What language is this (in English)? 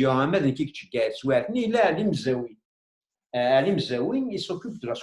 Kabyle